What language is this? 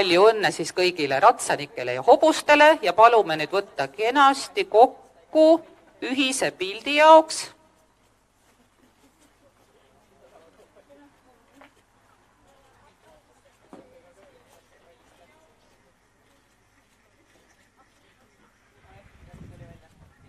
Estonian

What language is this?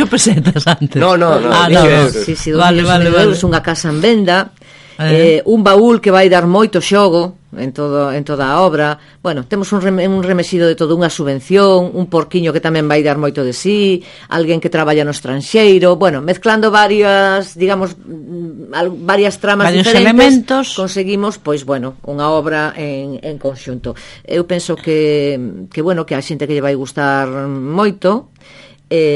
Galician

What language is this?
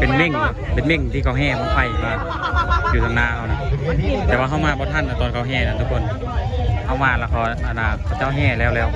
Lao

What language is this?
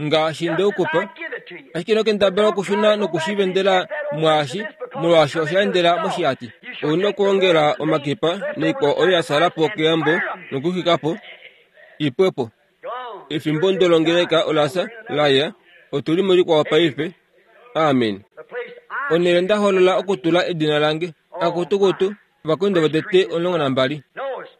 Kuanyama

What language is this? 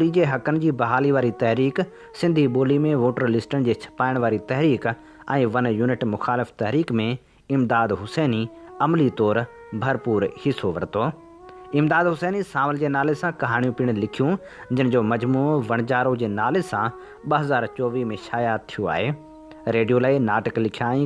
Sindhi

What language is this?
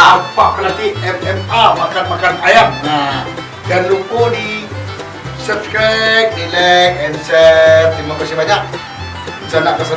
Minangkabau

